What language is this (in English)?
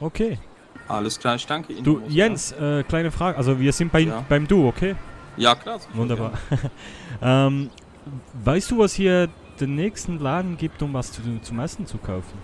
Swiss German